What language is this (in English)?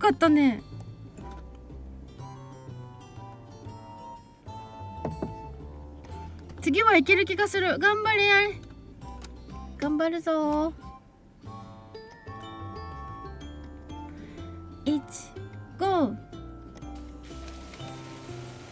Japanese